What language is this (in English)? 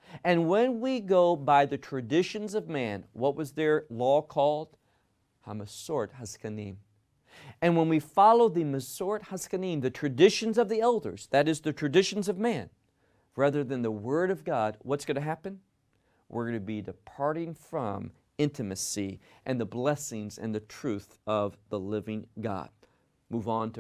English